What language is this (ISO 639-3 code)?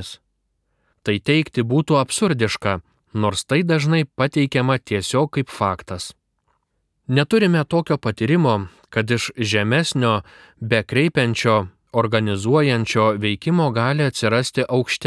lit